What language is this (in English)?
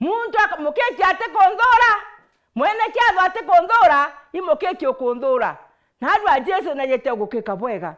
Meru